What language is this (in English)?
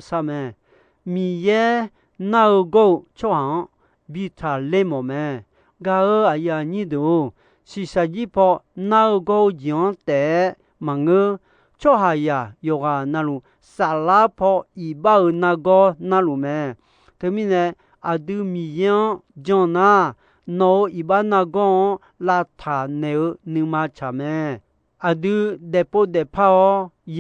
Akha